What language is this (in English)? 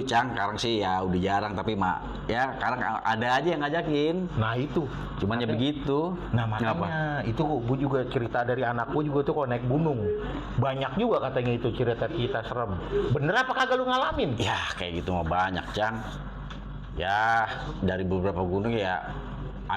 Betawi